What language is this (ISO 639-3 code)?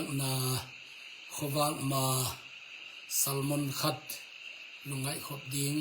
ctd